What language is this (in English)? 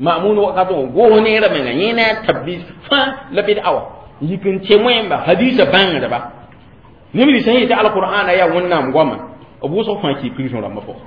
Mossi